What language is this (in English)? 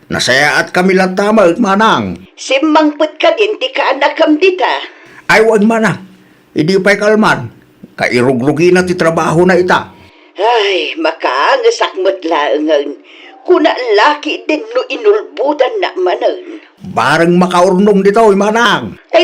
Iloko